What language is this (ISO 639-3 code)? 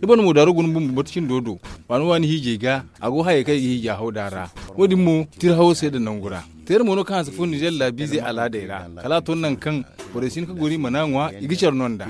dje